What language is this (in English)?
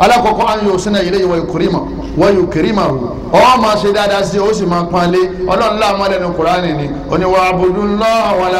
Yoruba